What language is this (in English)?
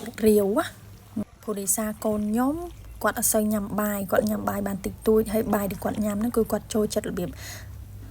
Khmer